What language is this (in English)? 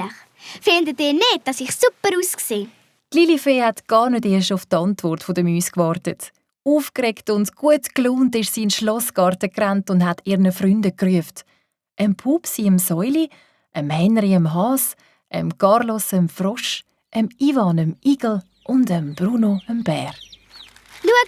Swiss German